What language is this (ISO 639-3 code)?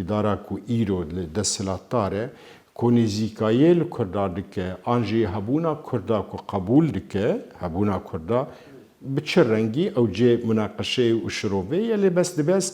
kur